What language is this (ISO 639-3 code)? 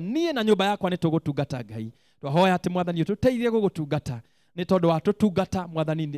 kik